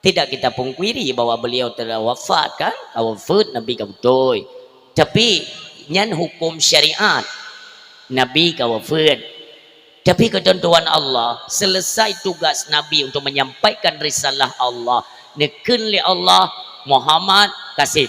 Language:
Achinese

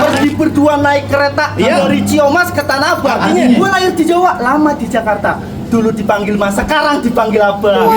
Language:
Betawi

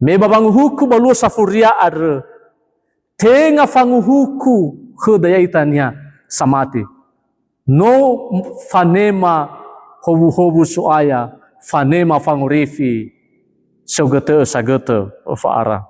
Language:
Nias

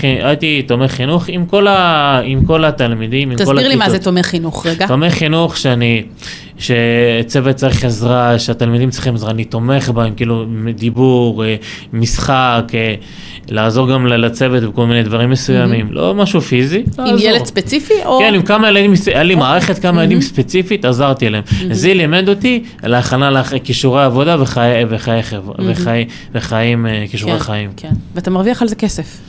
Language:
Hebrew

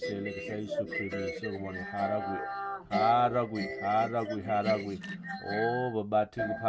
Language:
S'gaw Karen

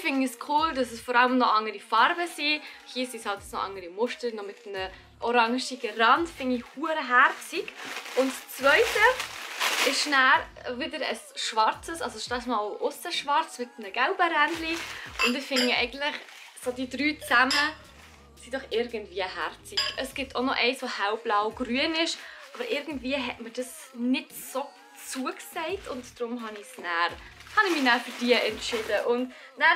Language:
Swiss German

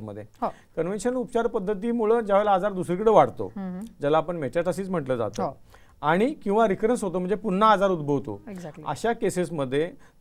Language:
Marathi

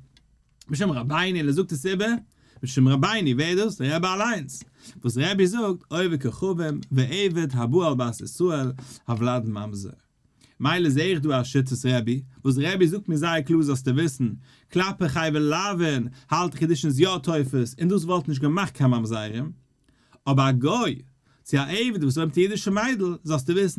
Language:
Yiddish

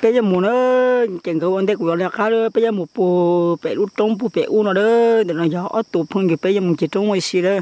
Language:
Hmong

